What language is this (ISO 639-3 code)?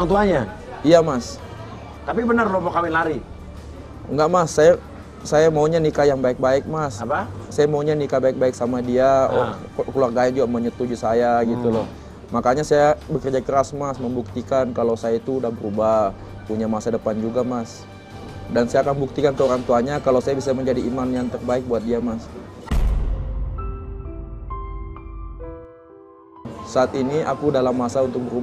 ind